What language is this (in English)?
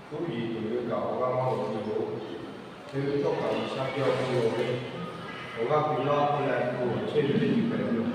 Lahu